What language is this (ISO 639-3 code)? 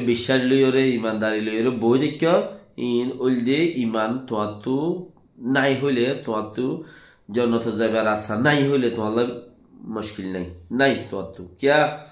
rhg